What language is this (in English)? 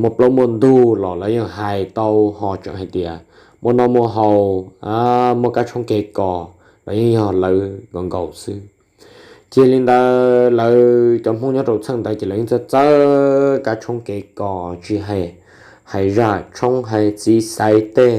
Hmong